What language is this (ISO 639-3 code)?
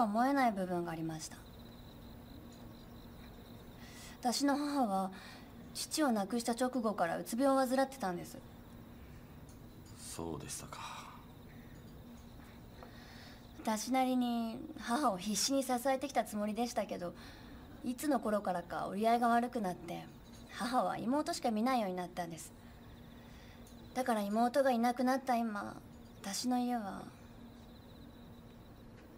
jpn